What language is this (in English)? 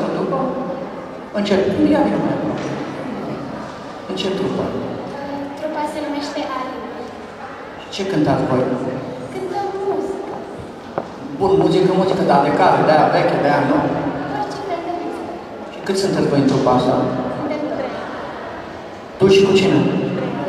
Romanian